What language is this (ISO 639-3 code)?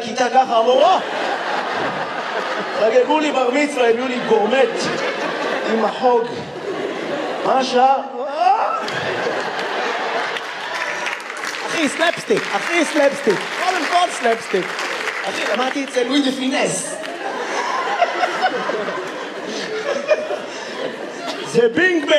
heb